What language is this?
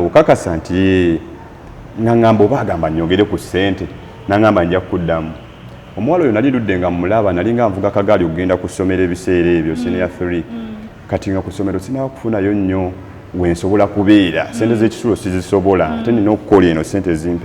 Ganda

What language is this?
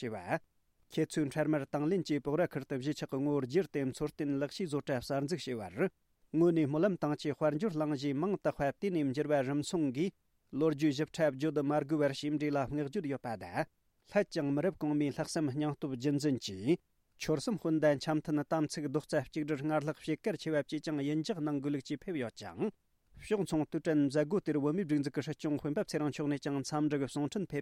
Tibetan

